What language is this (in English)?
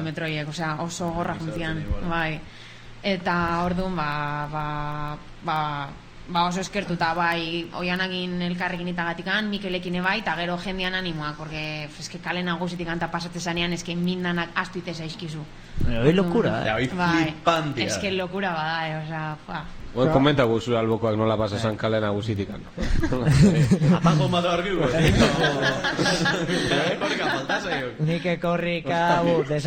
Basque